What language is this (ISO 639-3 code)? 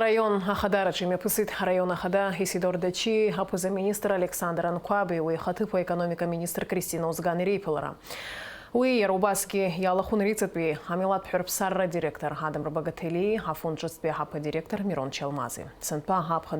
abk